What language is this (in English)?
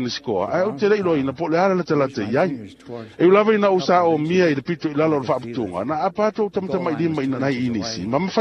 Samoan